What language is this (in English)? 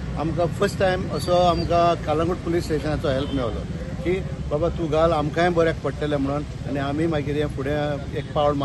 Konkani